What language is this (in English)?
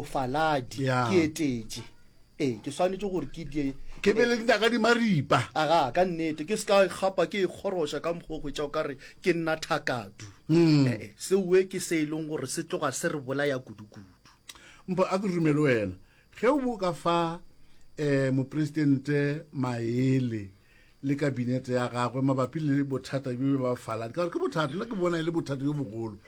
Northern Sotho